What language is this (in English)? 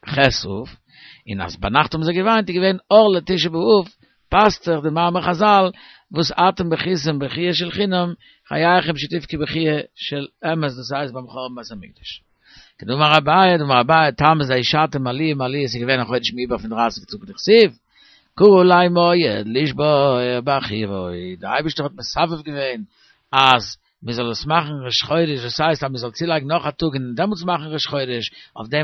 Yiddish